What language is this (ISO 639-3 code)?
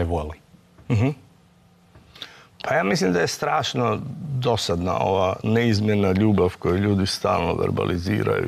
hrv